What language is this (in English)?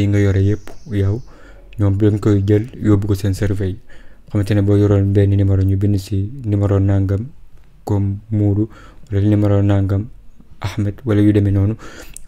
Wolof